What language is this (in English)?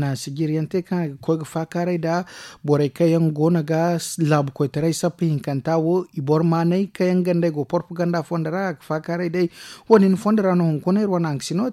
Zarma